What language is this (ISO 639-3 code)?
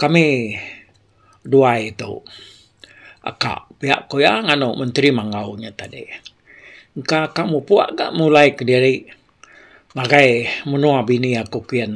iba